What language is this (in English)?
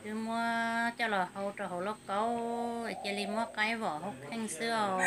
Hmong